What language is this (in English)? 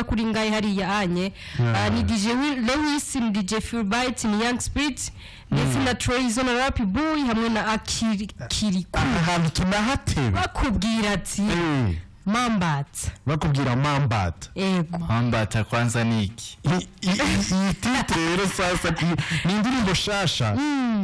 Rundi